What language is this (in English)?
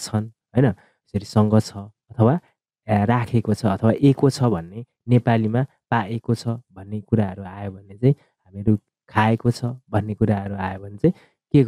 Nepali